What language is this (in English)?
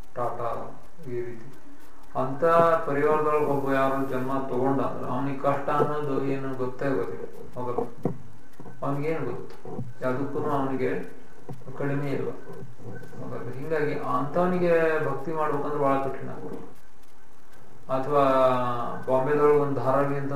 Kannada